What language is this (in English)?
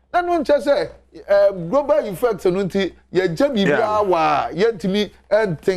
Akan